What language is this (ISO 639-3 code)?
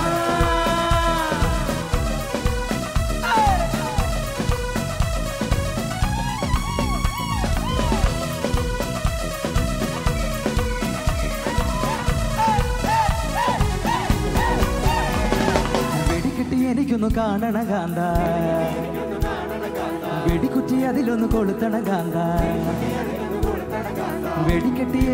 mal